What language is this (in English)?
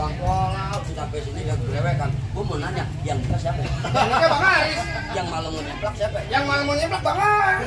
Betawi